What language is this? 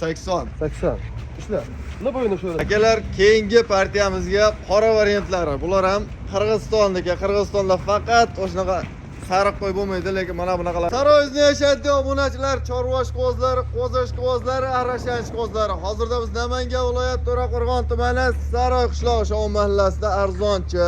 Uzbek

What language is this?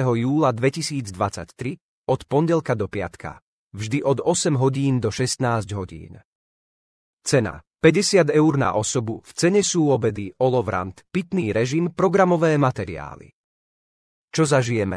Slovak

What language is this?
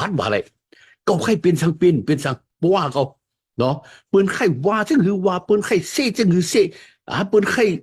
Shan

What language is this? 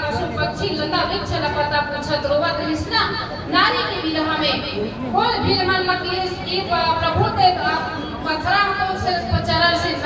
Chhattisgarhi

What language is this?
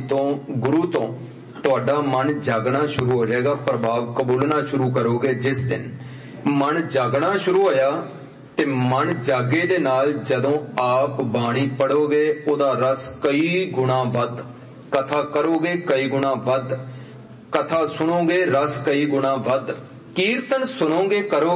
Punjabi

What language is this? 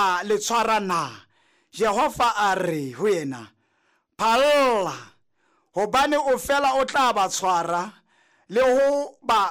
Southern Sotho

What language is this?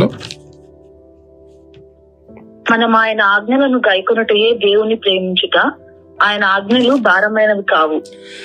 Telugu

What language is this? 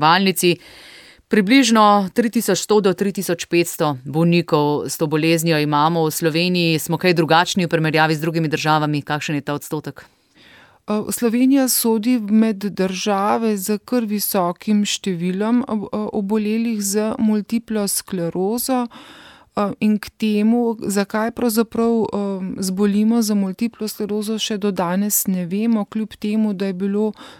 Slovenian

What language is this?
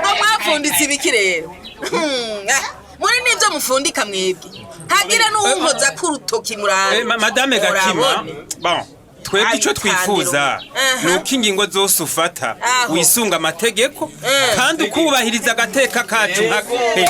Rundi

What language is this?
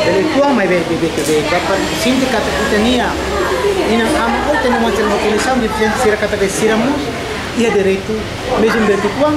Tetum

